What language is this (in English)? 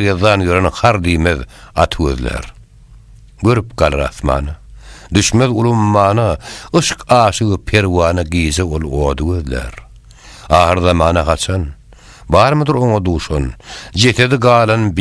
Turkmen